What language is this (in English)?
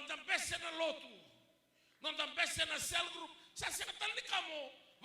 Fijian